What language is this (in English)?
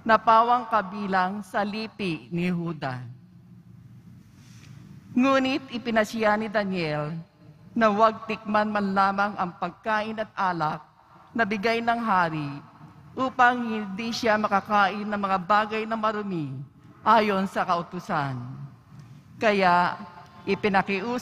Filipino